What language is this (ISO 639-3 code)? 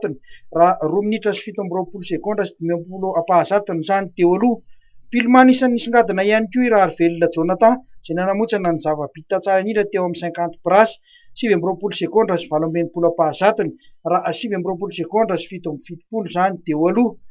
mlg